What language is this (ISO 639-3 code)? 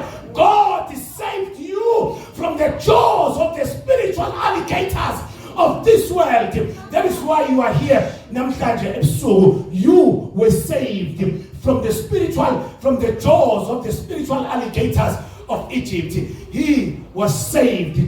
zul